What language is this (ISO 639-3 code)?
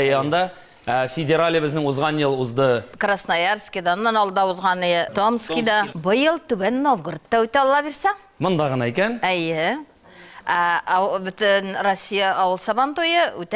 tat